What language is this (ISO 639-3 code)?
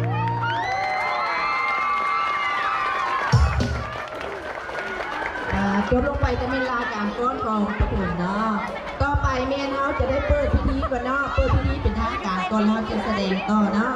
lao